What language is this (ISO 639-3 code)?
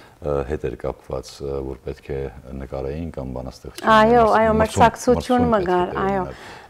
hyw